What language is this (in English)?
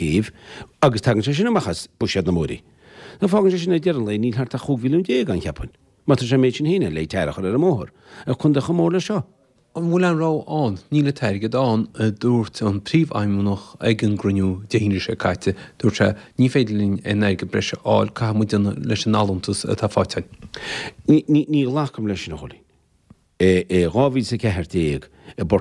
Irish